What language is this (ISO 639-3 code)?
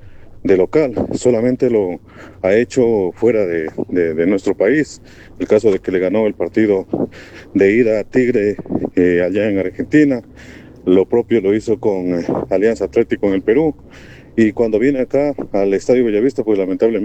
spa